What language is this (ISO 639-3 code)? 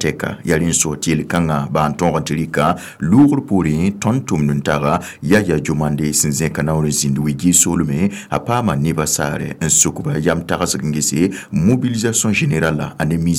mos